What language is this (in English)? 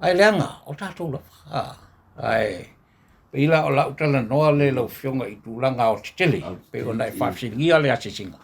Samoan